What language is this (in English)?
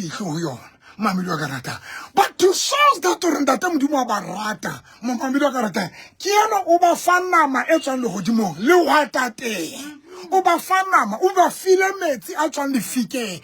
Southern Sotho